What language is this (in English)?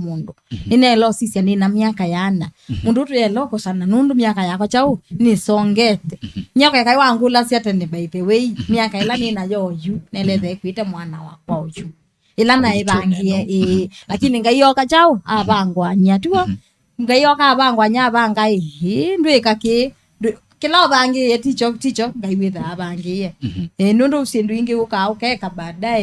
Kamba